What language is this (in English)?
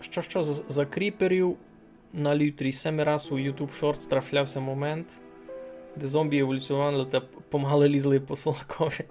Rusyn